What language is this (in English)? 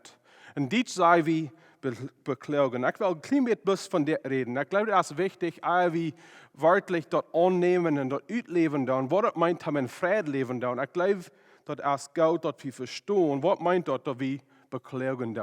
Plautdietsch